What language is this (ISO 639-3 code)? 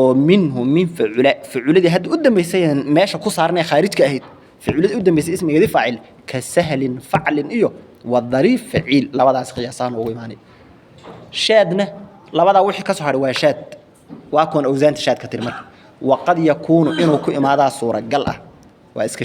som